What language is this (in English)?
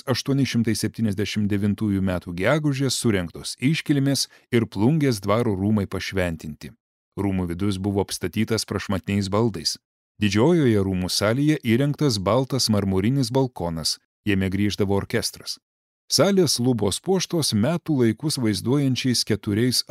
Lithuanian